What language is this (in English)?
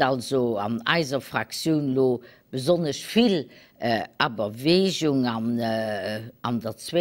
Luxembourgish